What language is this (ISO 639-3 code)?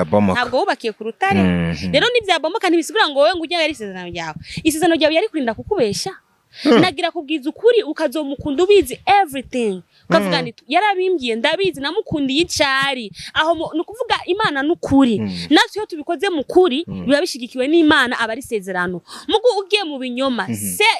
run